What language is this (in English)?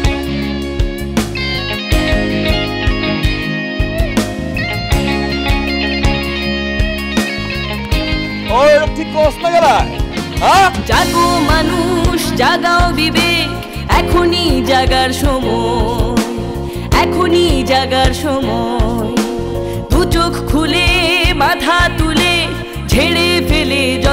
Bangla